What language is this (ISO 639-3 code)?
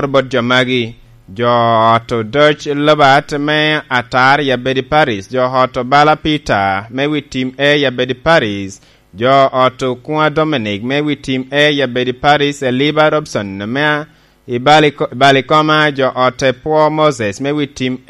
laj